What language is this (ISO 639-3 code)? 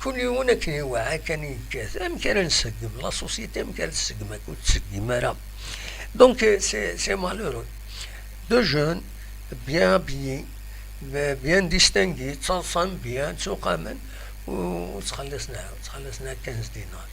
kab